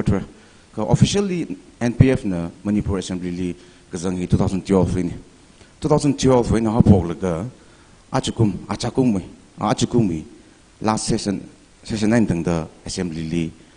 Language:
Tangkhul Naga (India)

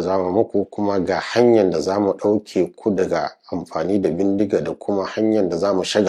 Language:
Hausa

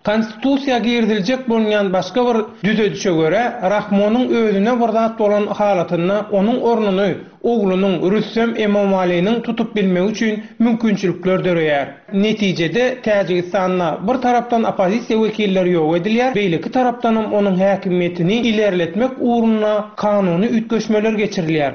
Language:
Turkmen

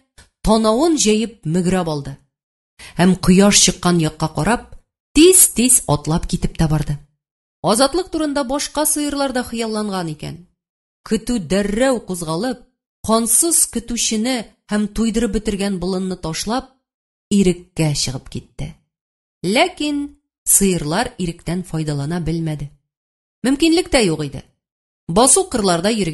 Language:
Tatar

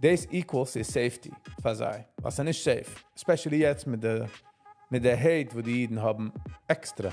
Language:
Yiddish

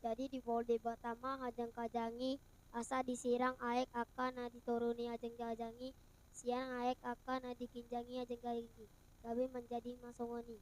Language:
Batak Toba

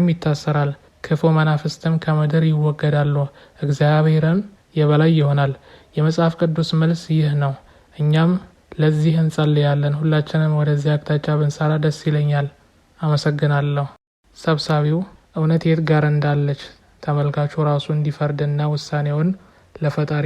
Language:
Amharic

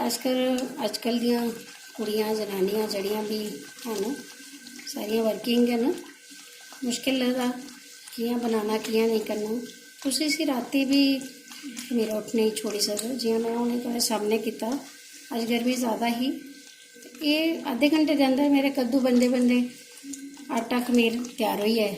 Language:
Dogri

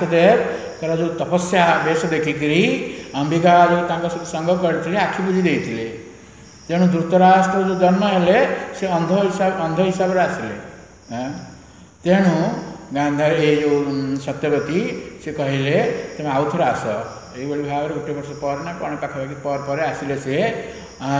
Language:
Odia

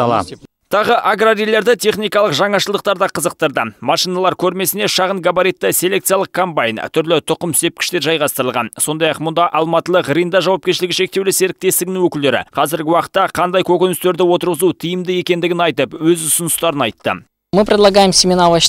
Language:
Kazakh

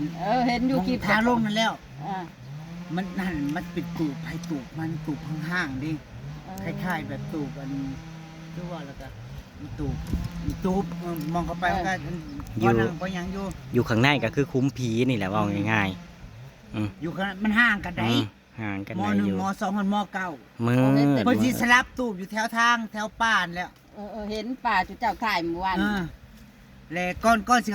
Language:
Northeastern Thai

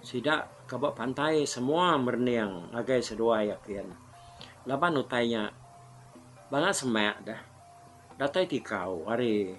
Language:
Iban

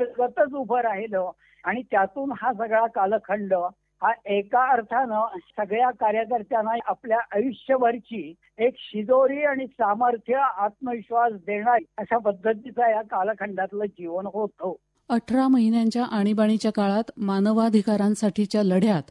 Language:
Marathi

